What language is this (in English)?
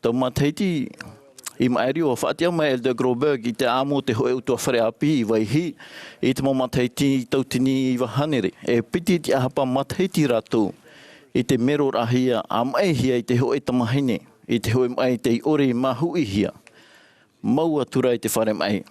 Tahitian